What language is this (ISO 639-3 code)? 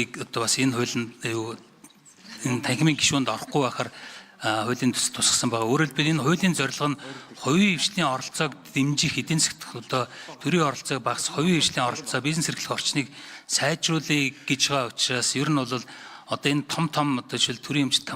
mon